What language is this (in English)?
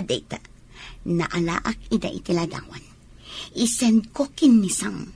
Iloko